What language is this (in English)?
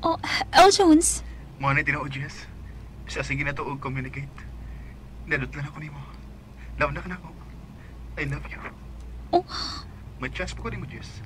Cebuano